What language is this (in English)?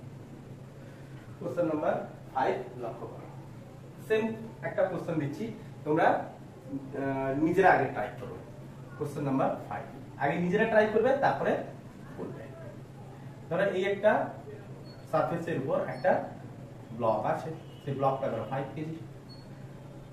Bangla